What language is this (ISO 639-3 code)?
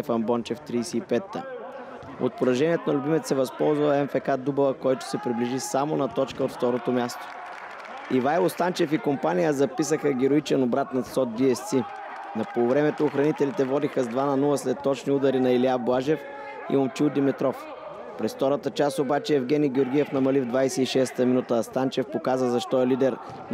bul